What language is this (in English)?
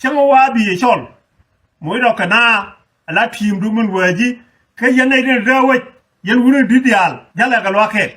Nuer